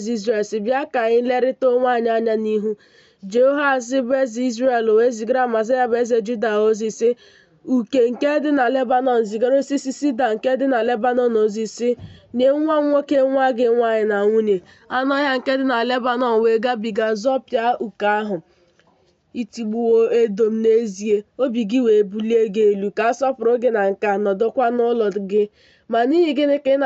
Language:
Igbo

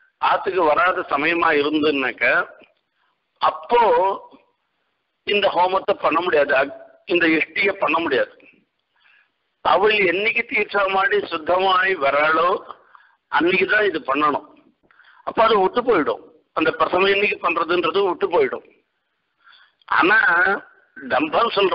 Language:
Tamil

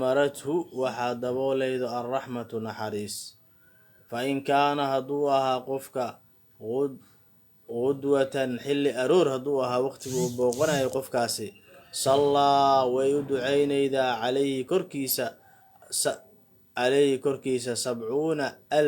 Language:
Somali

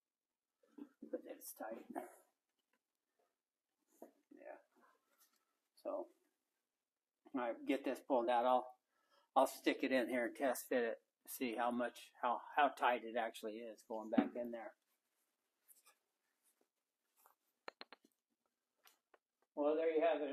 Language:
English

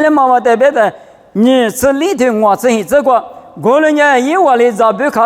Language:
Lisu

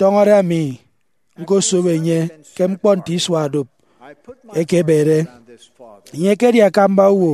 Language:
Efik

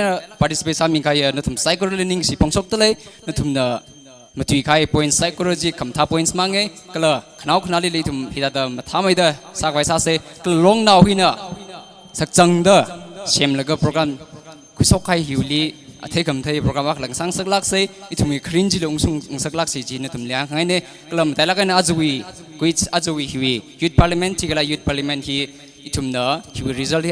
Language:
Tangkhul Naga (India)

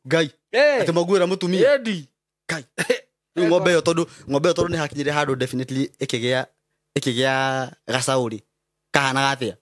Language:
Kikuyu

